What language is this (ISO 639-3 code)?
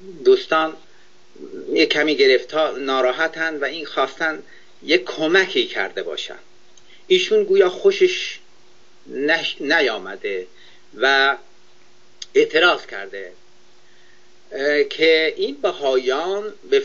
fas